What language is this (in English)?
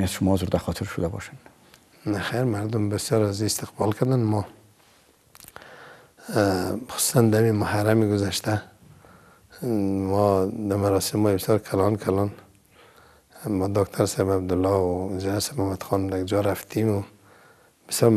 Persian